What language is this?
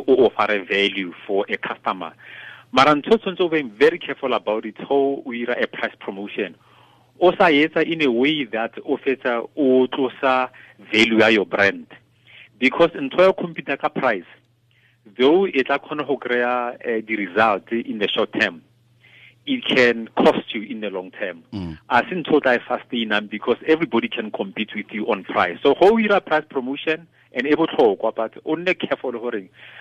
Tswana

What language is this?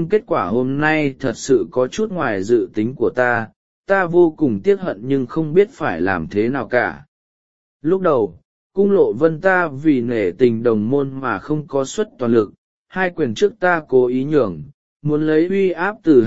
Vietnamese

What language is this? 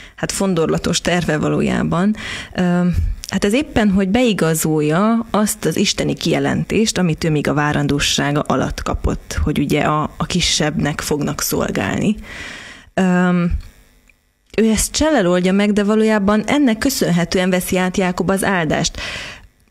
Hungarian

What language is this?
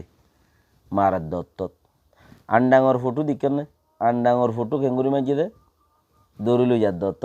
Rohingya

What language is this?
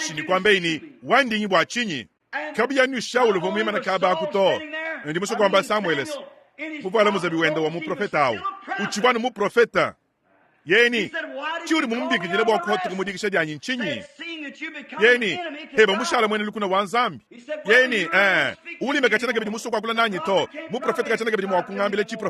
Luba-Lulua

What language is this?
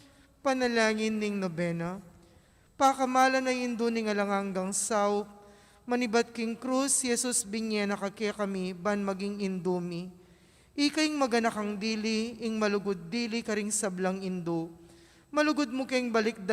Pampanga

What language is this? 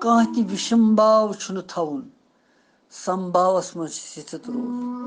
Kashmiri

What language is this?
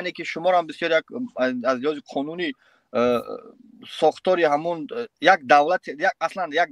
Tajik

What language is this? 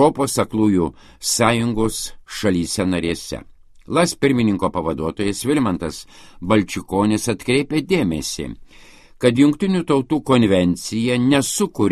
Lithuanian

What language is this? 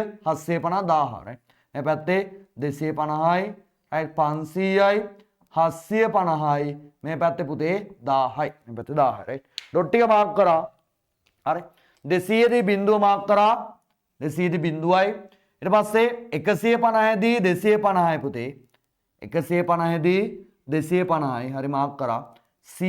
Sinhala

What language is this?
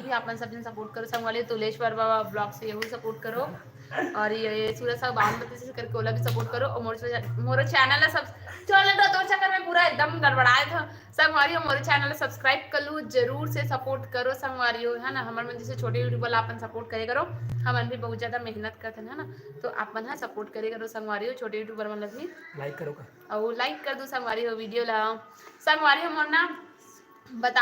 Chhattisgarhi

